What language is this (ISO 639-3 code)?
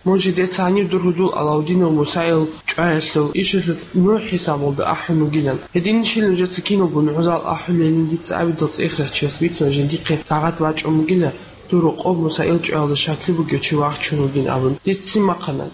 ava